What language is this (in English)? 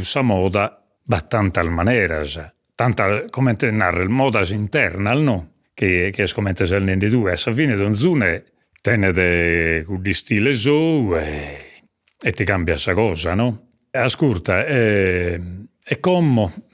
Sardinian